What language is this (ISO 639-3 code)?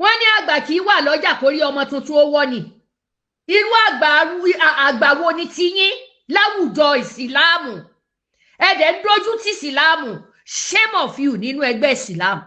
yor